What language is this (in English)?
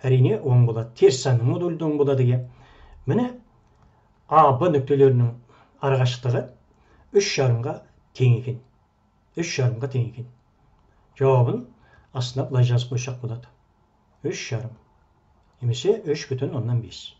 Kazakh